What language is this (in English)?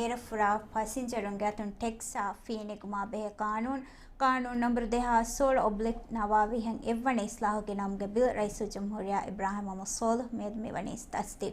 Divehi